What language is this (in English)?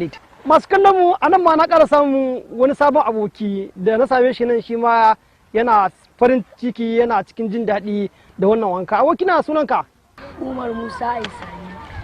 Hausa